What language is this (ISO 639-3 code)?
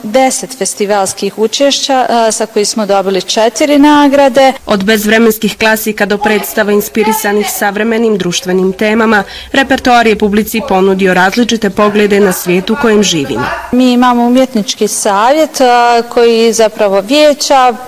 bos